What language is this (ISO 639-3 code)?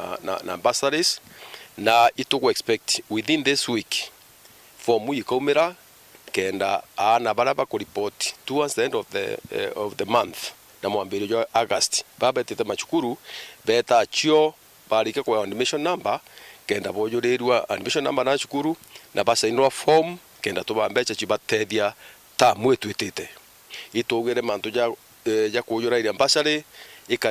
mer